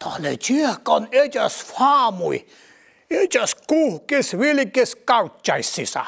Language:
Northern Sami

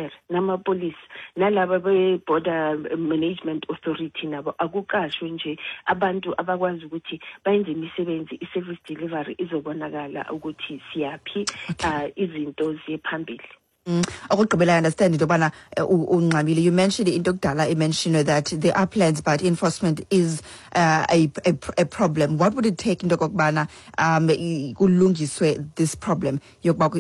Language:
Xhosa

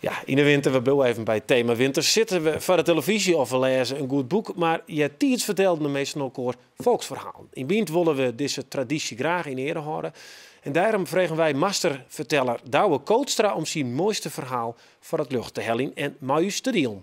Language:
Western Frisian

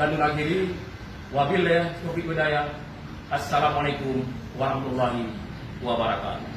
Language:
Achinese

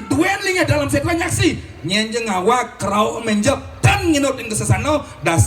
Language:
Balinese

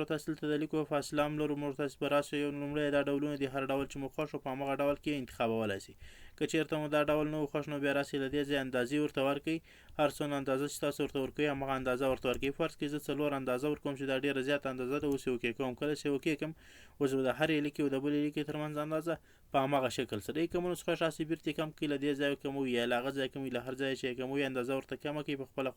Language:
Pashto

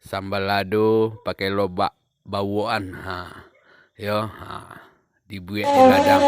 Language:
Minangkabau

